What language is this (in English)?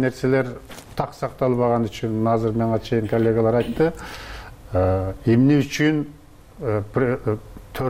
Kyrgyz